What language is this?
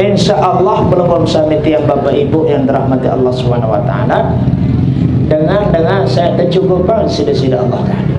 Sasak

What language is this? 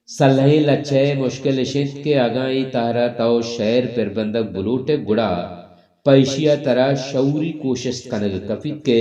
Baluchi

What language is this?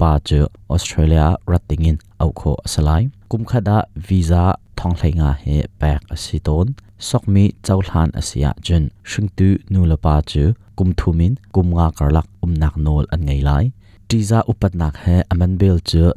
Hakha Chin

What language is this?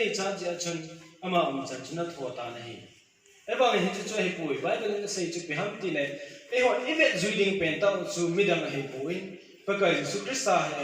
Thado Chin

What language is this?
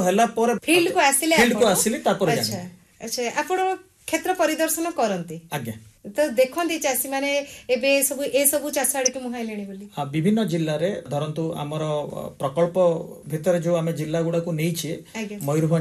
Odia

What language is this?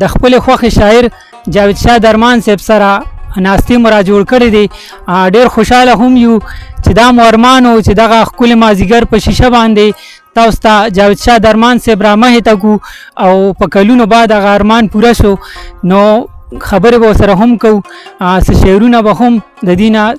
Pashto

